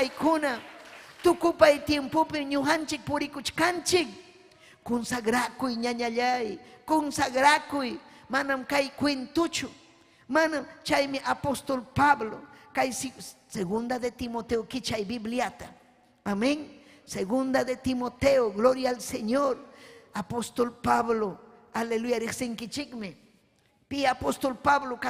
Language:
Ayacucho Quechua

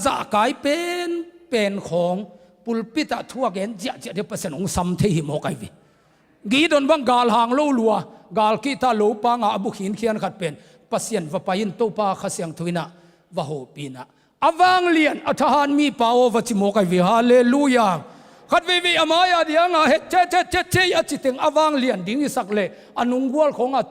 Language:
Tedim Chin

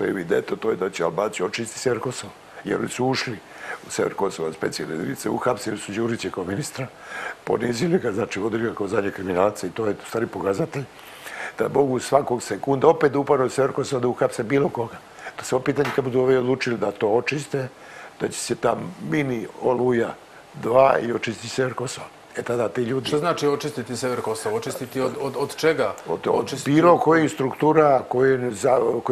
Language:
Serbian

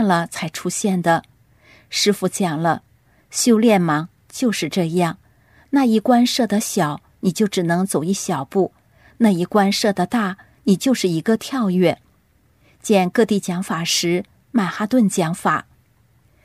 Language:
Chinese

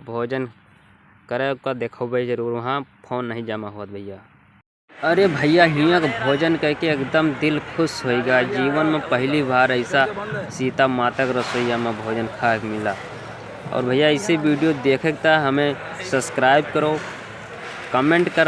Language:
Awadhi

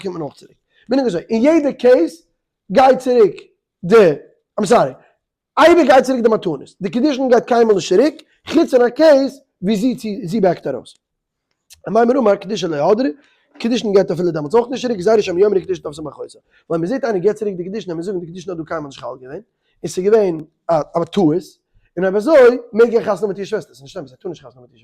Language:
Yiddish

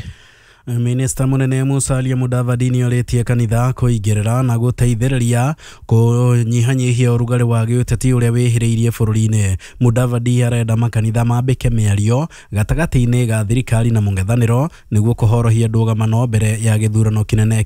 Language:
Kikuyu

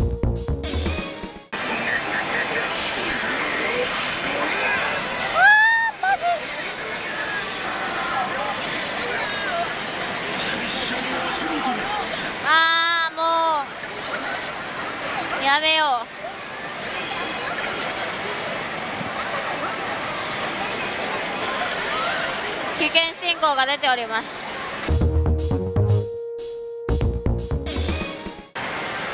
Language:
Japanese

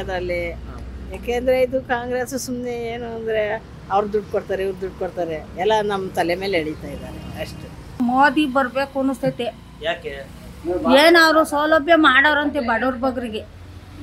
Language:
Kannada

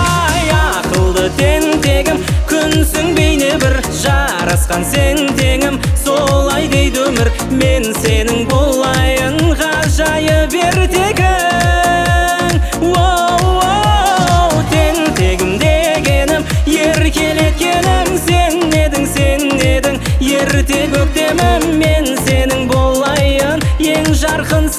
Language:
Kazakh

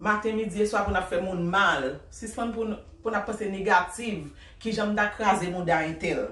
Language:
Haitian Creole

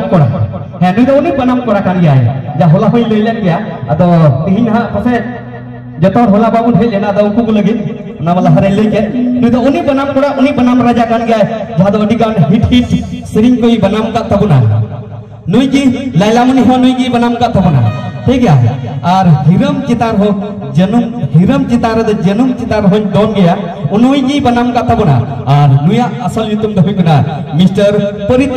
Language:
Santali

